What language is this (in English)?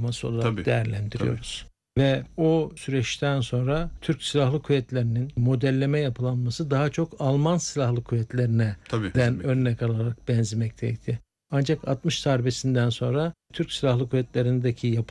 Turkish